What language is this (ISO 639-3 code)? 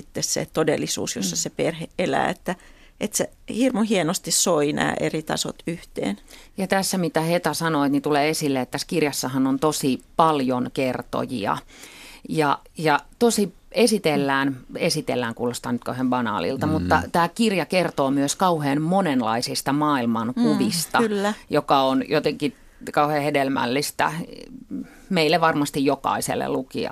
fin